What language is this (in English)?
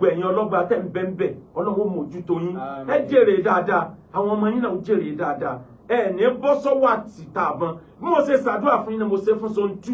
Yoruba